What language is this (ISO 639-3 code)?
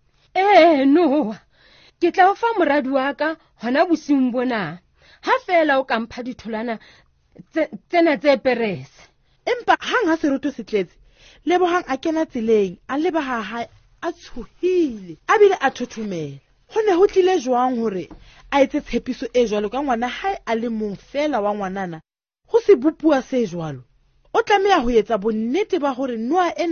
sot